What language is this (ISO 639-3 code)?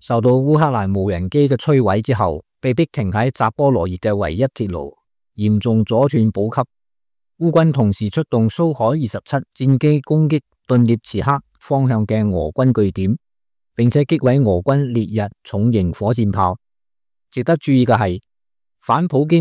yue